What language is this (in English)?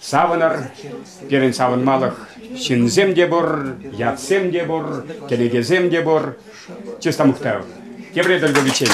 Chuvash